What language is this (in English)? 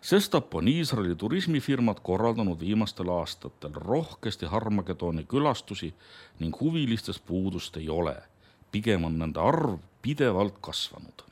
Estonian